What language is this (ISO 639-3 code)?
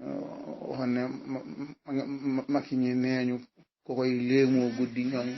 wol